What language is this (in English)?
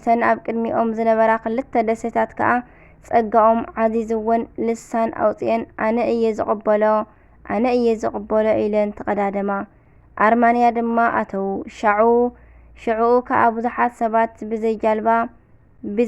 Tigrinya